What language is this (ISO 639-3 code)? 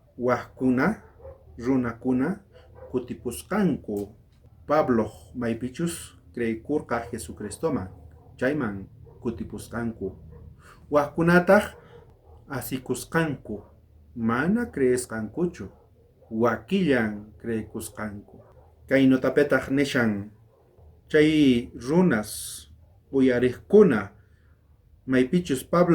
quh